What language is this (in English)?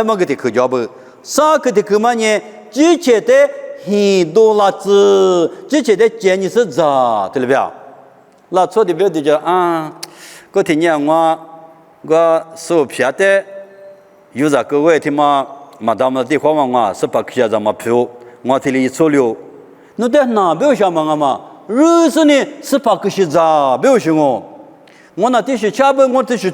Lisu